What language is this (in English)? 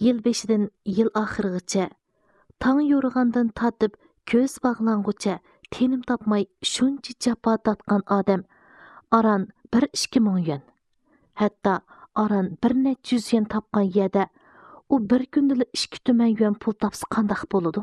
Uyghur